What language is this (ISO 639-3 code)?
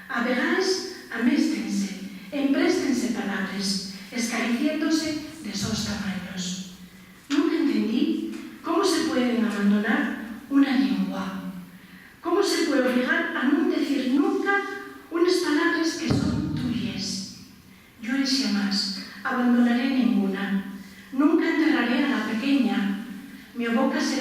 ast